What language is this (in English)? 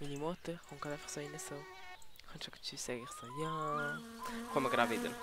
Swiss German